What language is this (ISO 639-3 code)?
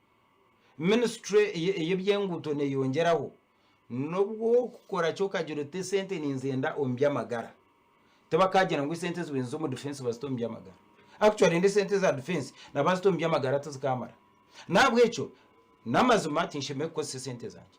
nyn